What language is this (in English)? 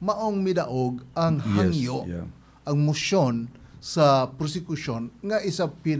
Cebuano